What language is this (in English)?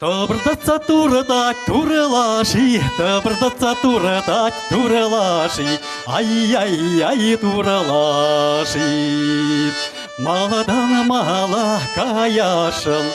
Chuvash